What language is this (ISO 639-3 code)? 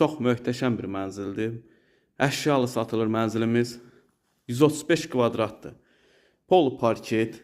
aze